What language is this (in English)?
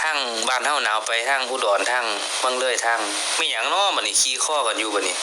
Northeastern Thai